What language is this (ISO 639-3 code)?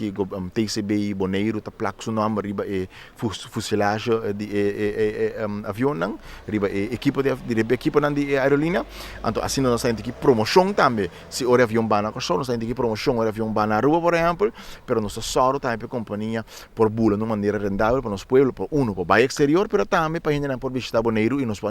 pap